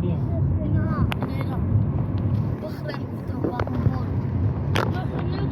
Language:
Tajik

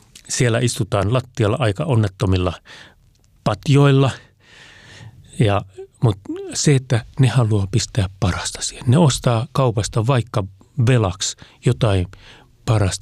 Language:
Finnish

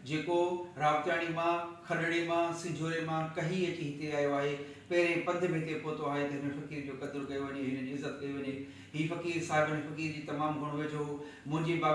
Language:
Sindhi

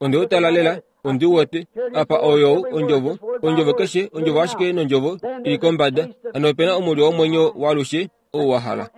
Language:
Kuanyama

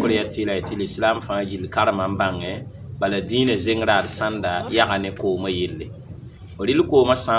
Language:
Mossi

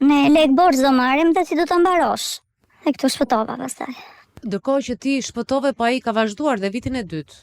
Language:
Albanian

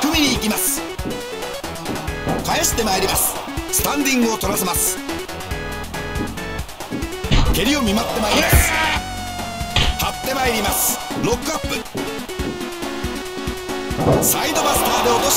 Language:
Japanese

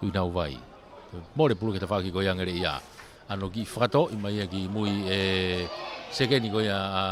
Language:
Tongan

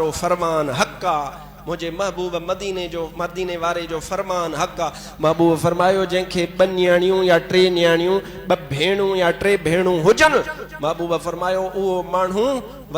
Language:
Sindhi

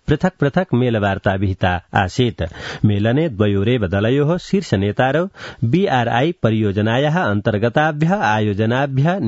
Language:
Sanskrit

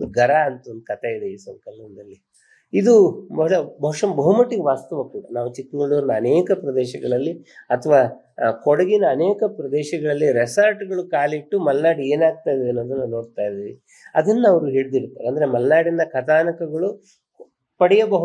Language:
Kannada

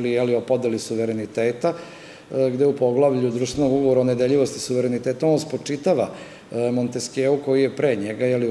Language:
Serbian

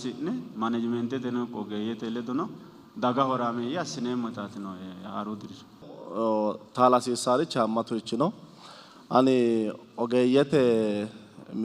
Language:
Sidamo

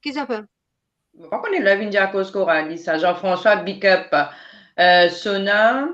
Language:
Morisyen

